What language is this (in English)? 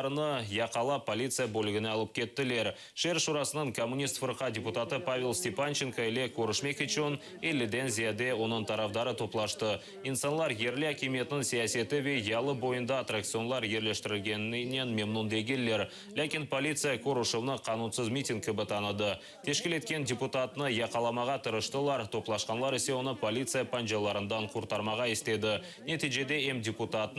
Crimean Tatar